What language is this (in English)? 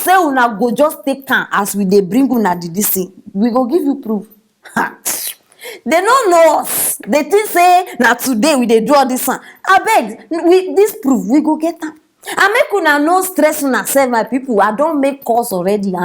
Nigerian Pidgin